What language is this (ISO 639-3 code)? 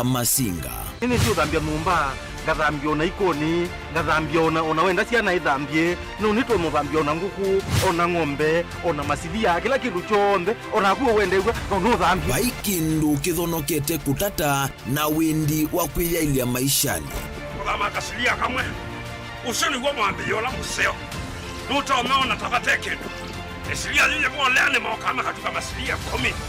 kam